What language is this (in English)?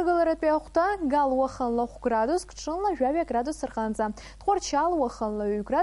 Abkhazian